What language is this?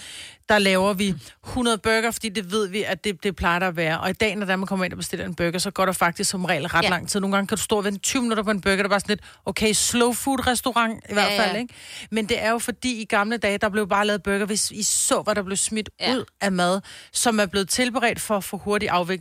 Danish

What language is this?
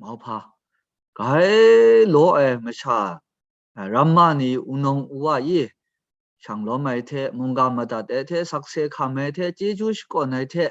Kachin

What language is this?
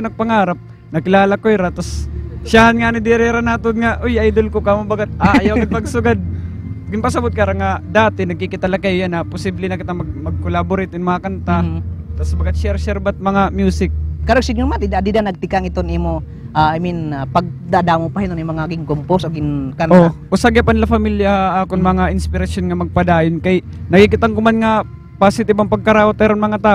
Waray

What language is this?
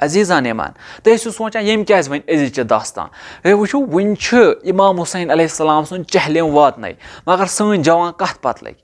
Kashmiri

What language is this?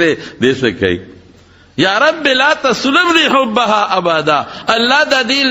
Pashto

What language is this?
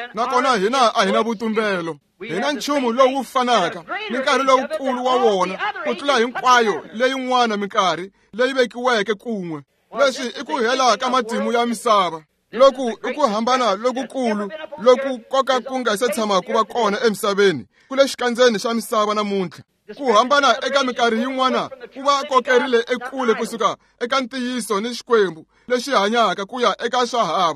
Tsonga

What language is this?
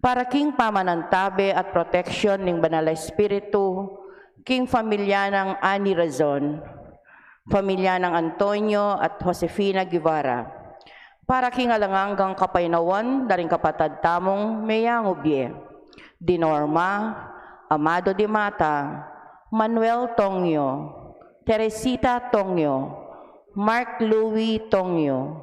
Pampanga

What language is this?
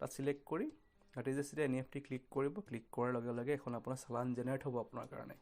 Assamese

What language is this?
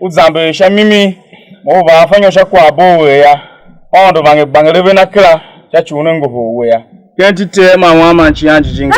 Tiv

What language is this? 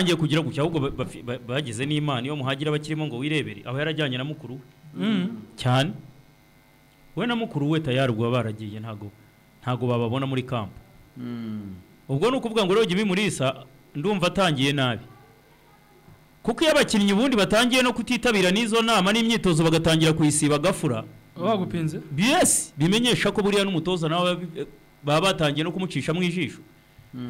Kinyarwanda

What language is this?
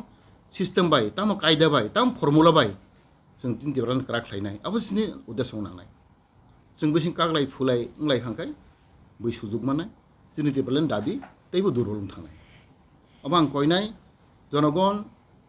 Kok Borok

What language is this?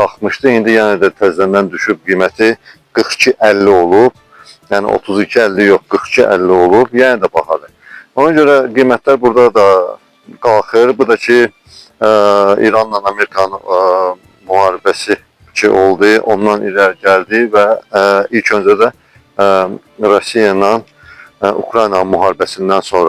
Azerbaijani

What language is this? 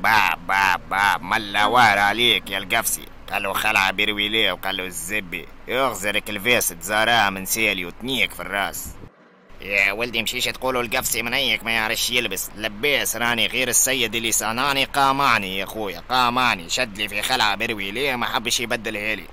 Tunisian Arabic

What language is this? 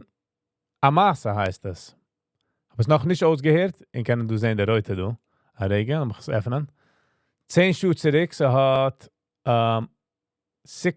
Yiddish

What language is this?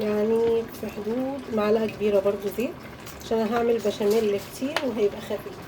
Egyptian Arabic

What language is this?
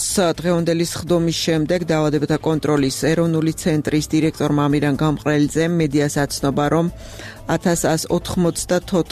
Georgian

